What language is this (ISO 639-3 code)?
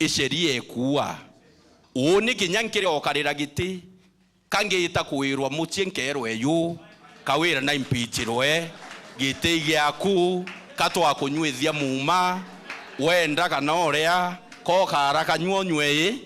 mer